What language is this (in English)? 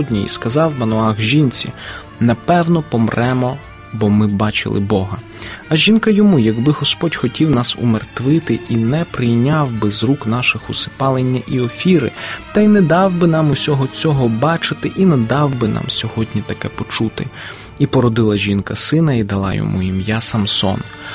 Ukrainian